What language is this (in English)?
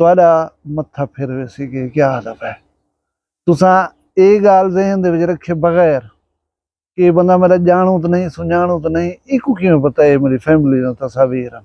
Saraiki